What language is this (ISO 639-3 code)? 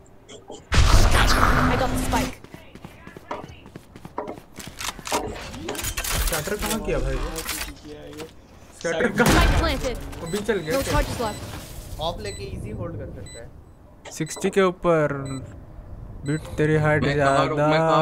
hin